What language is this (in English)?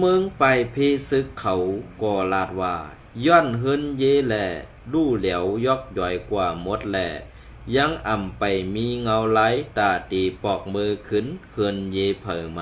Shan